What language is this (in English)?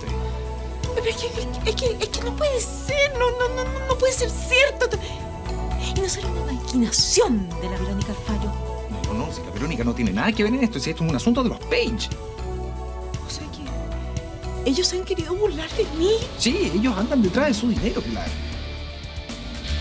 Spanish